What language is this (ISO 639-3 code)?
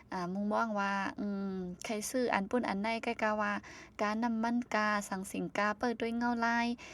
shn